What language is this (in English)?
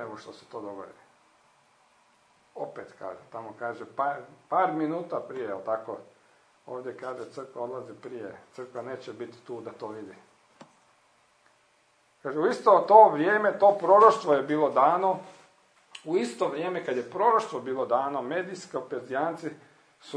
Croatian